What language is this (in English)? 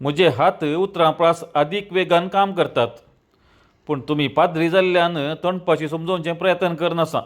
Konkani